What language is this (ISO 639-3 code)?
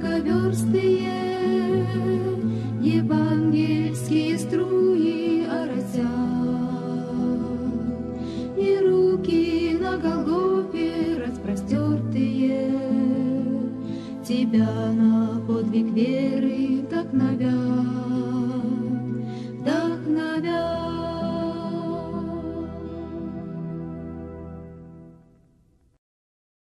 rus